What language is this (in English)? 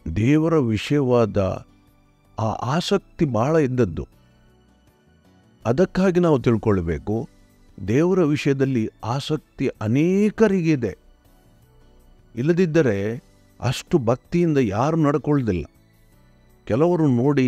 Kannada